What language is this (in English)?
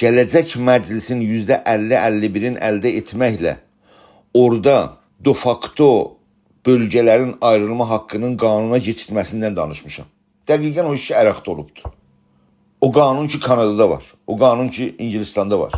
South Azerbaijani